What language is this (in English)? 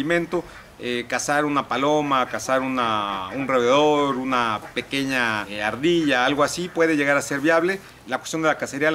Spanish